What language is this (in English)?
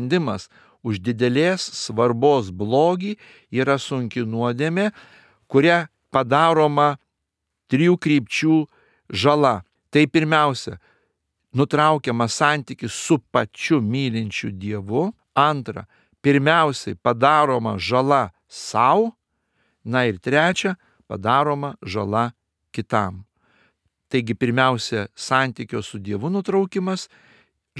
Lithuanian